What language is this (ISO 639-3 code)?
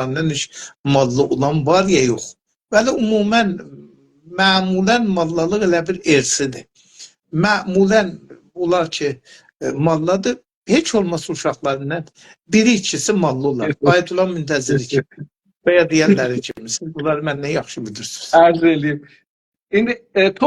azb